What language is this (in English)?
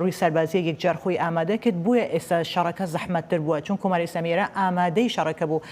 Central Kurdish